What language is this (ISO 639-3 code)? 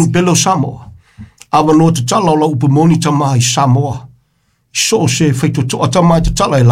smo